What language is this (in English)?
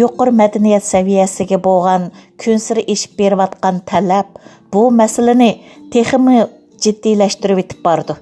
Uyghur